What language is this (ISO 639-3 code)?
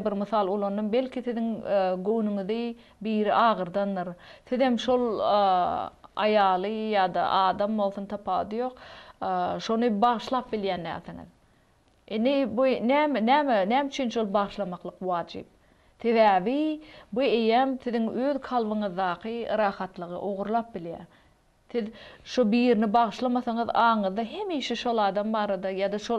tuk